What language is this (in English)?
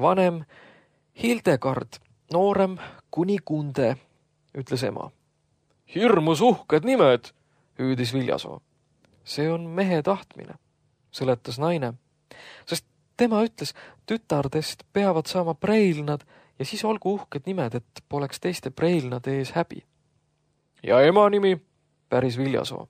Estonian